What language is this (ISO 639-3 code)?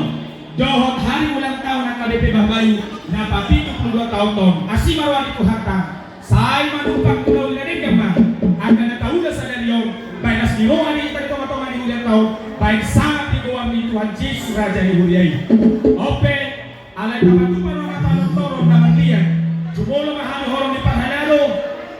bbc